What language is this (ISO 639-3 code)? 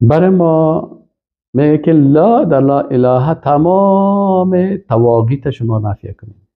fas